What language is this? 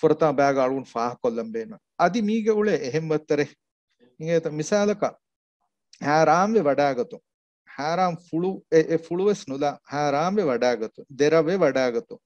Divehi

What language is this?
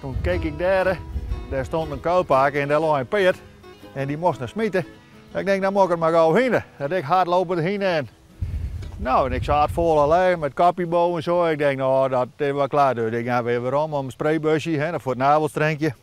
Western Frisian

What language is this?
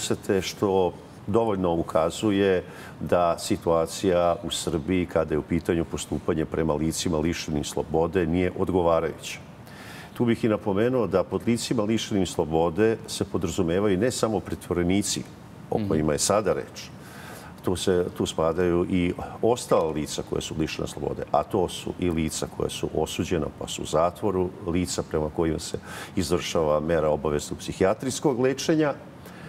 Serbian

